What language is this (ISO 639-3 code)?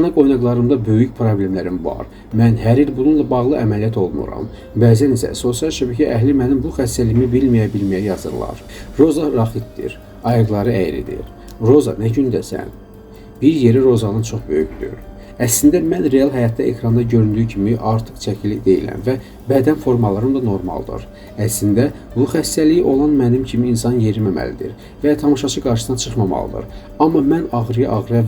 aze